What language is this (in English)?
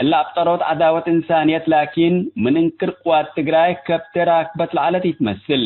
Tigre